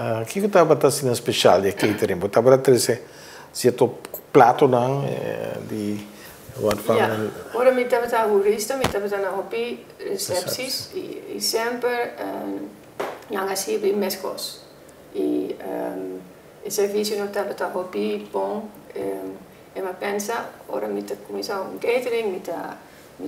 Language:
Dutch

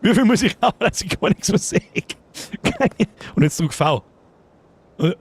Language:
Bavarian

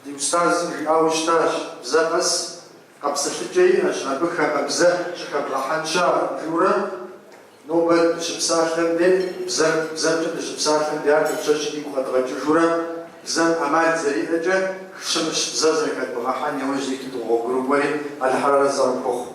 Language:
Kabardian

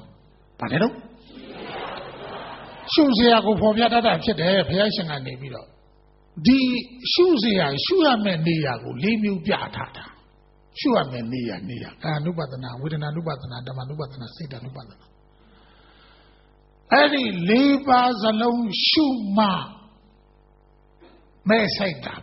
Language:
Burmese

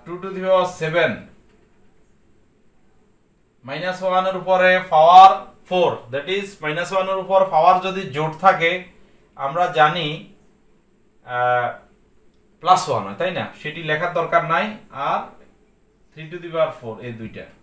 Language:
Bangla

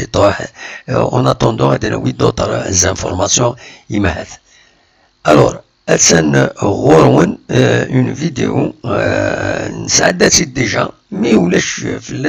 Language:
Kabyle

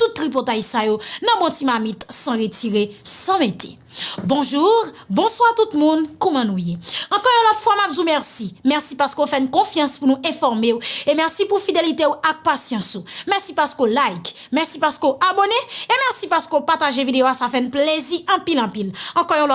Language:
Haitian Creole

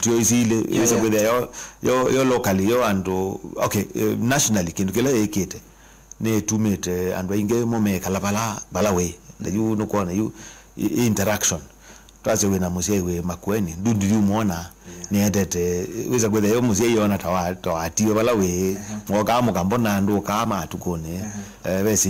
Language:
Kamba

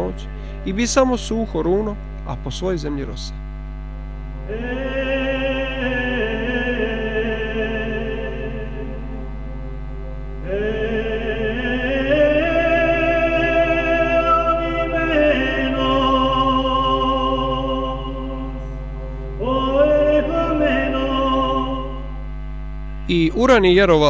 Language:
Croatian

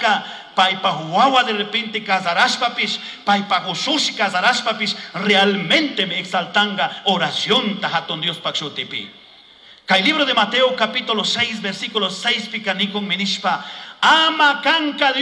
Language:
Chimborazo Highland Quichua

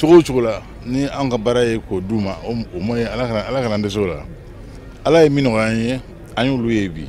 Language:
Bambara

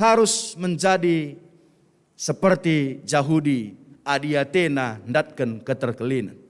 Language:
Batak Karo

